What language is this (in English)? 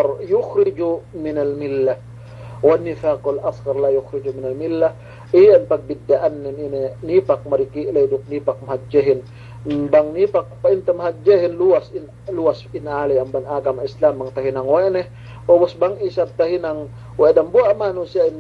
Yakan